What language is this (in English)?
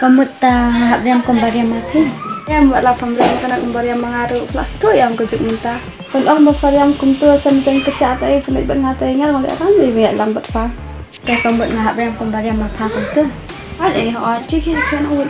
Khasi